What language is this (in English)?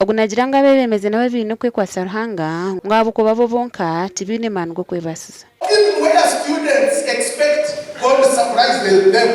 Nyankole